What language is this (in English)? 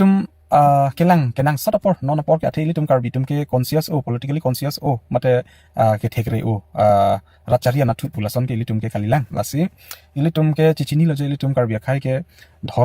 Karbi